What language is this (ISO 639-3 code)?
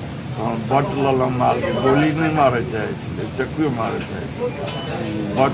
mai